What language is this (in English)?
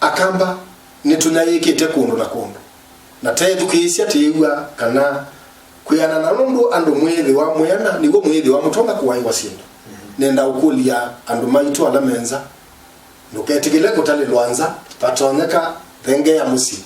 Kamba